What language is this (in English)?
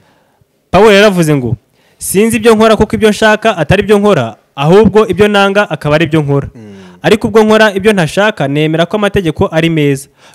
Kinyarwanda